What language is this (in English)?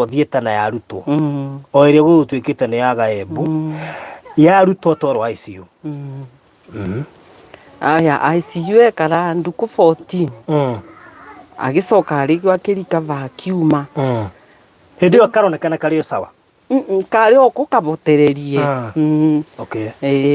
Kikuyu